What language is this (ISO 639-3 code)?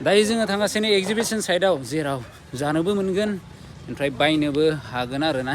brx